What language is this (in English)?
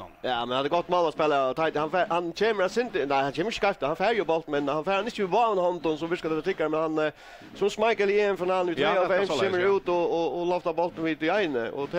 Faroese